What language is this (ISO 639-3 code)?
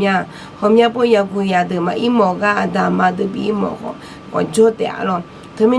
ahk